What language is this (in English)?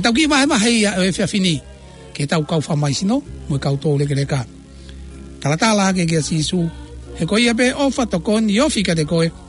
Tongan